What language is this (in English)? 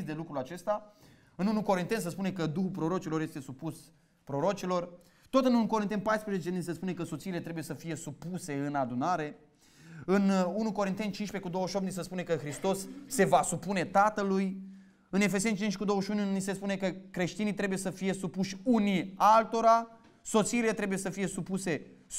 Romanian